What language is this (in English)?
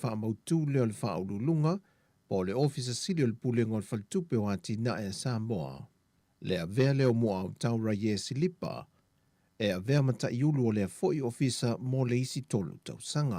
Samoan